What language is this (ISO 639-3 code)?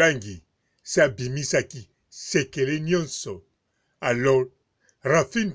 lin